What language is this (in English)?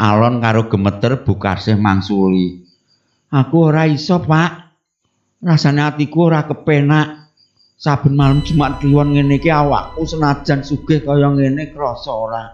Javanese